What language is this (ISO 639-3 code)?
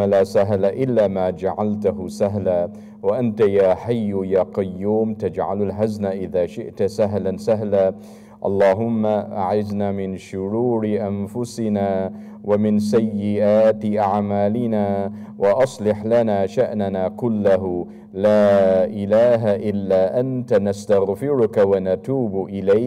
ara